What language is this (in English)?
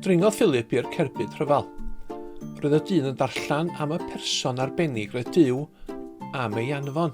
Welsh